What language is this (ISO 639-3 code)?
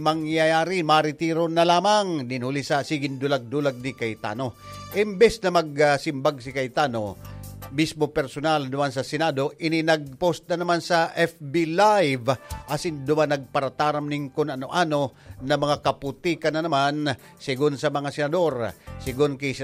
bik